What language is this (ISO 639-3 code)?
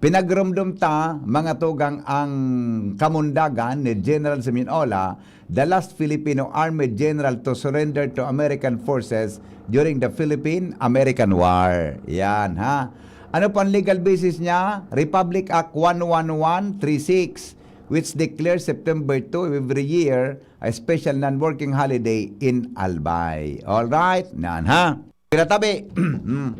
bik